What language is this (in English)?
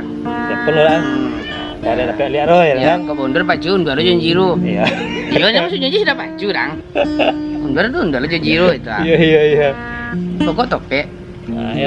Minangkabau